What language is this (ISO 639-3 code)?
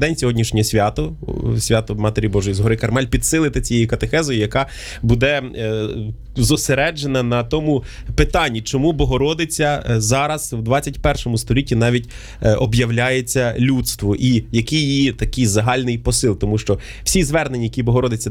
ukr